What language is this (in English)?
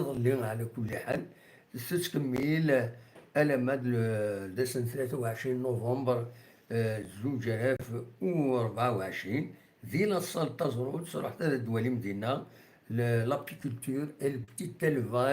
Kabyle